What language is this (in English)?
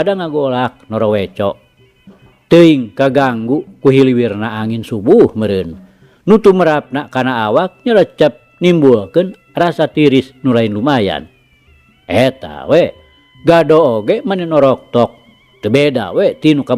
Sundanese